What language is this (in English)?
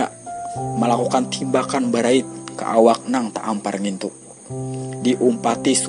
Banjar